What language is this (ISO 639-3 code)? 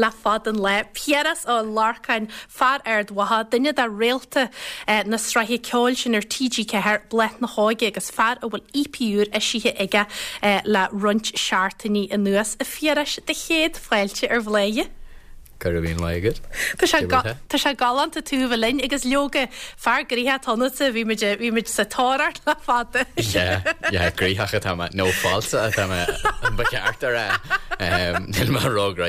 gle